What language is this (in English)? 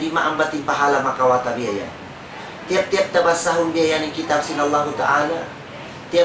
Tausug